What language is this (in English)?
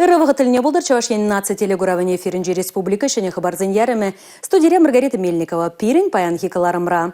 Chuvash